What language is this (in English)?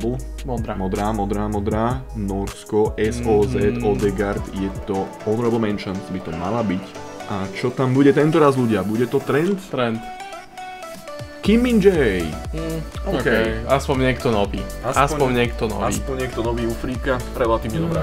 Slovak